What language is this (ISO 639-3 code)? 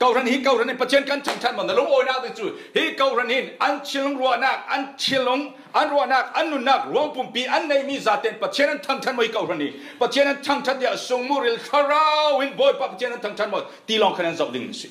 cfm